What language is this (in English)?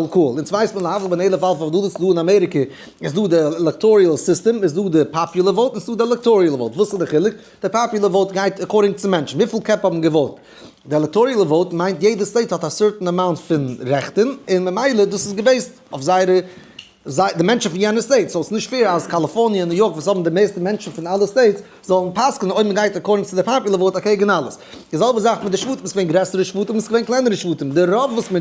Yiddish